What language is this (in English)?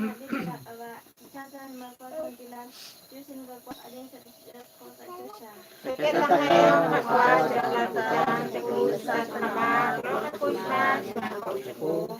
Kekchí